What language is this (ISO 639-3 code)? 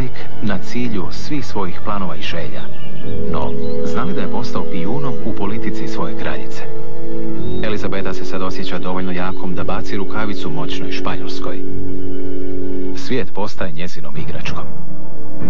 hrv